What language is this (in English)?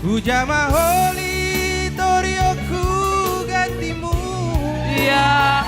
Batak Simalungun